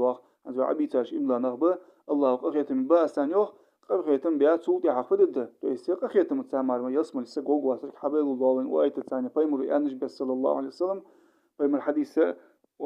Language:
Ingush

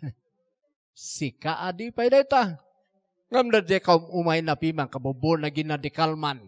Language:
Iloko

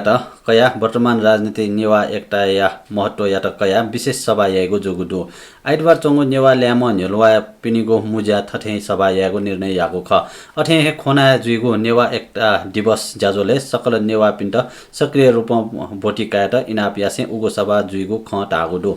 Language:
Newari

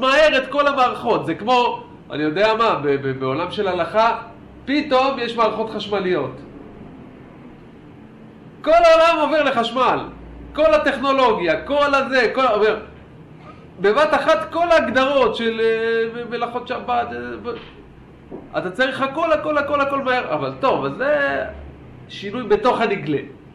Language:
Hebrew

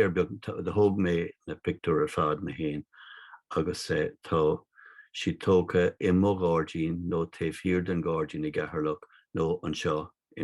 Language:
Irish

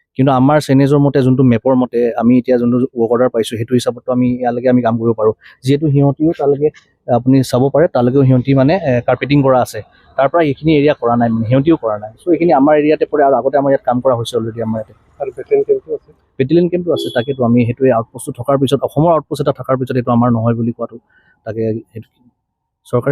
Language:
Assamese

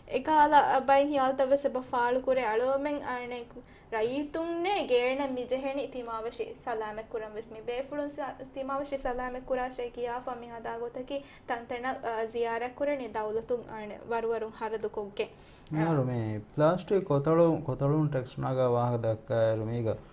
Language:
Divehi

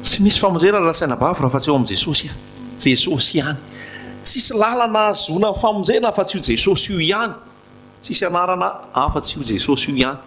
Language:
Malagasy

